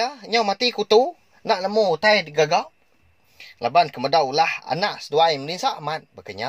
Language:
Iban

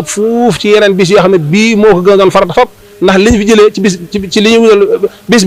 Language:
Wolof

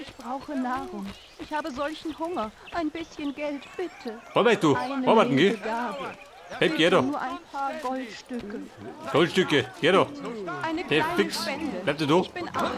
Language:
Bavarian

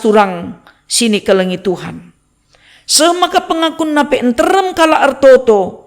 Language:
Batak Karo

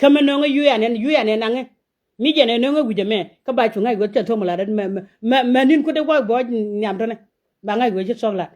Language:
Nuer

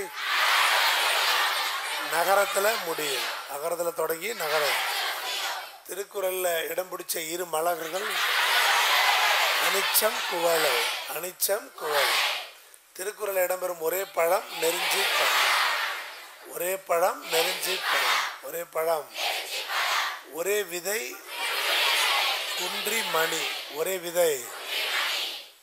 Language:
Tamil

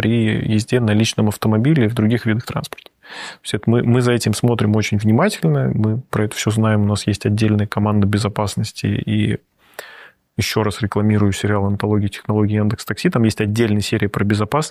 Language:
Russian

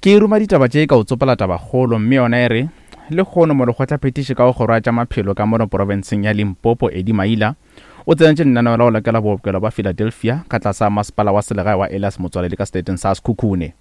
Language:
Northern Sotho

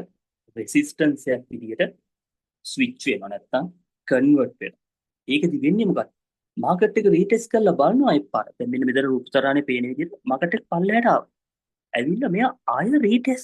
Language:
Sinhala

